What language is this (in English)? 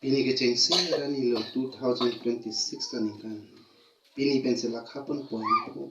Karbi